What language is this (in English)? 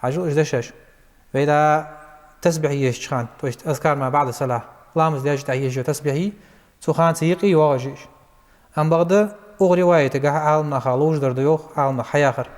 Ingush